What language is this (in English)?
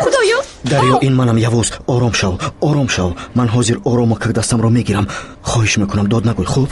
Tajik